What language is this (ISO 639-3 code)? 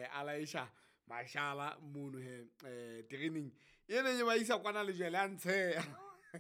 sot